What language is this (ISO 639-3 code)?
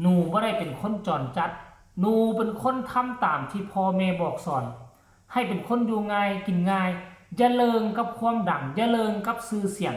tts